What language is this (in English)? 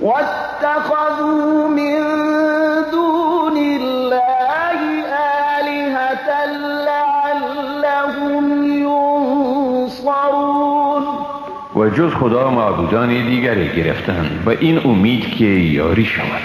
Persian